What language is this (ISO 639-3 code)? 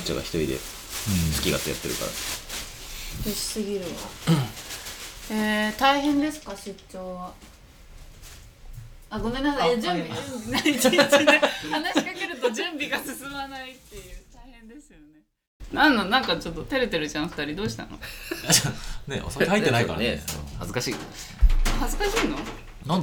jpn